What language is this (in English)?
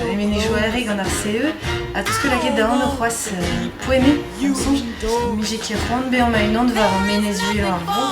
Breton